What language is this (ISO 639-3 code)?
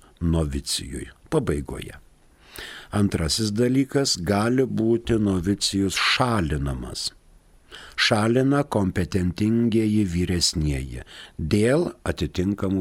lit